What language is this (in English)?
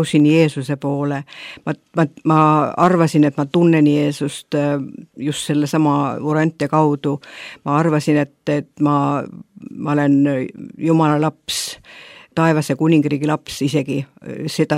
Estonian